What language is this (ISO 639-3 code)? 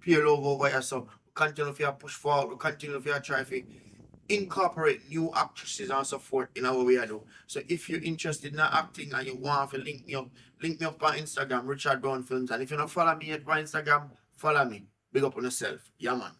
jam